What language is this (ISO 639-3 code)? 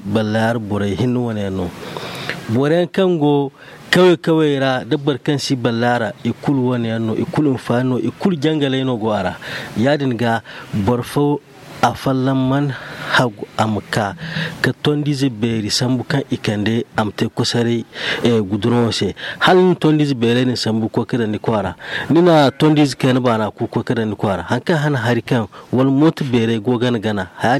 dje